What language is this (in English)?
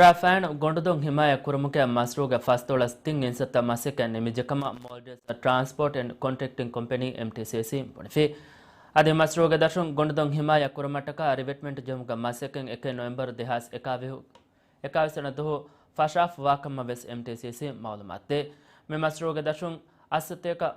Divehi